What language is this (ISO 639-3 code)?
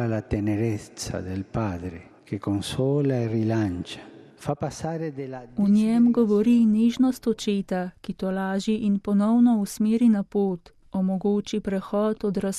slv